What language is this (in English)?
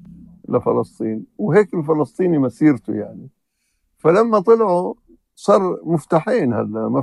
North Levantine Arabic